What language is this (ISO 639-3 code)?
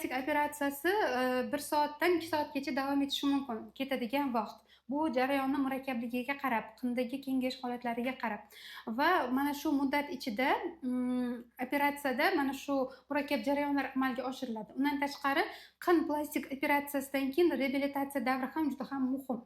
uzb